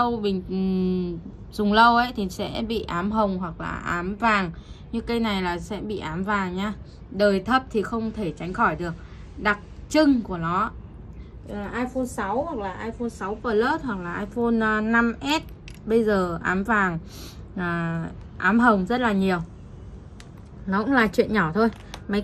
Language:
Vietnamese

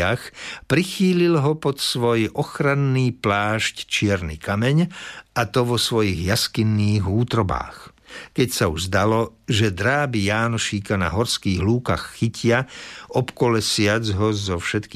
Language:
Slovak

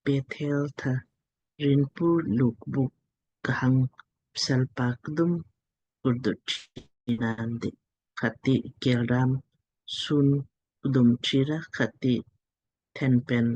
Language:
Lamkang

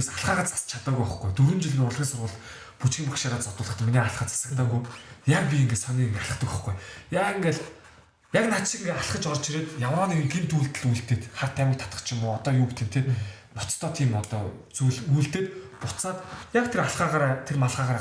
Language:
Mongolian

